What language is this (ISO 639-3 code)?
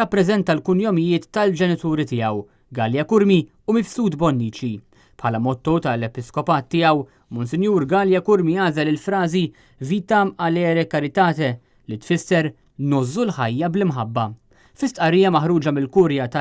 mlt